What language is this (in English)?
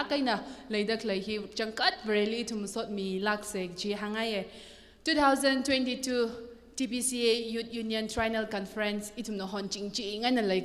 Tangkhul Naga (India)